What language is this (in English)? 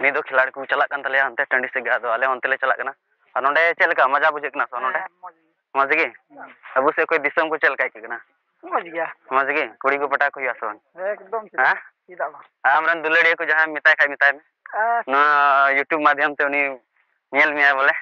Santali